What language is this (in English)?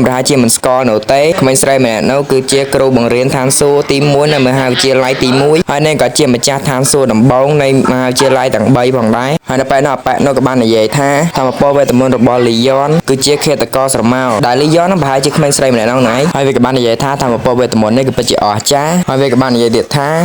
Khmer